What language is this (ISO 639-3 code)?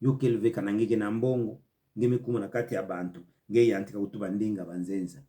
ktu